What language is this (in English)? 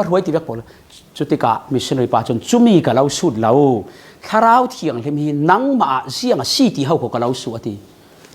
Falam Chin